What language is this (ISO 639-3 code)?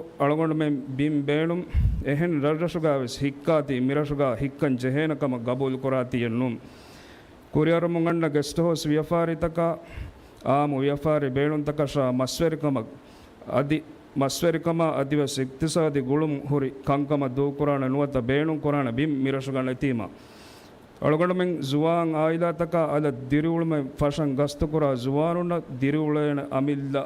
div